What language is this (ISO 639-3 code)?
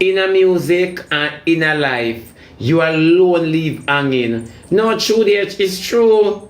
jam